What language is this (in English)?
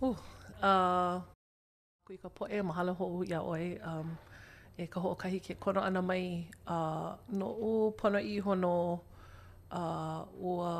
Hawaiian